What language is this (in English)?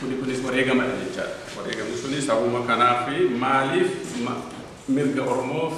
Oromo